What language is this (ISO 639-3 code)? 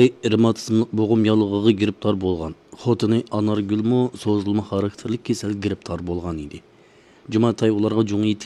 uig